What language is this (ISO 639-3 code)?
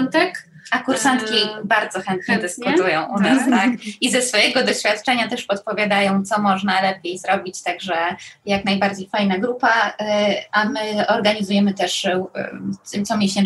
pol